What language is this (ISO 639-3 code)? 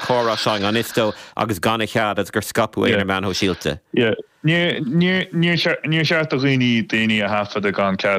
gle